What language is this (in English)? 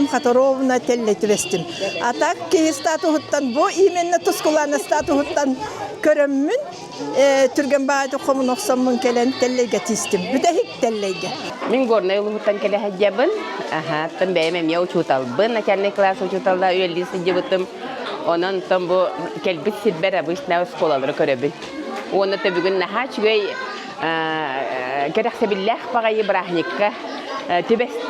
Yakut